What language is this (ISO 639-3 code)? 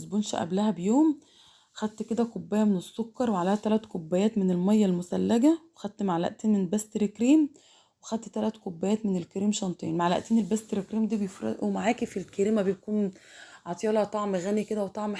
arz